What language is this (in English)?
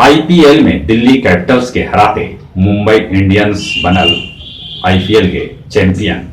Magahi